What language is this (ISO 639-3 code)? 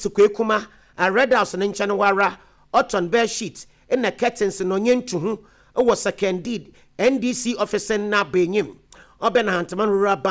aka